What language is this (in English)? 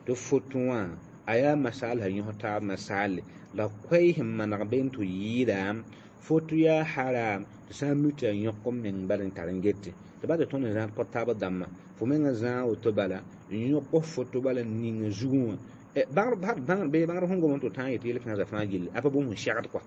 Mossi